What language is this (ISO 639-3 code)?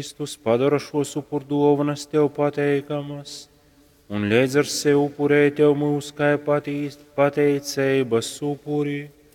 ltg